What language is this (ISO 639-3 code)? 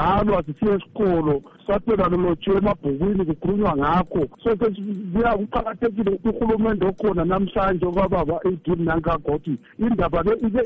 nde